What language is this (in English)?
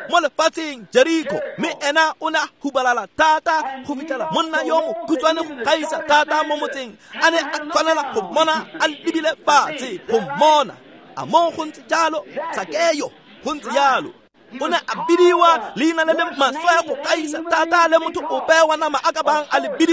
Tswana